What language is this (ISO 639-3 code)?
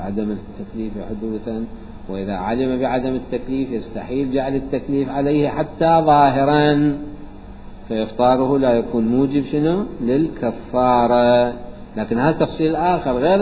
acm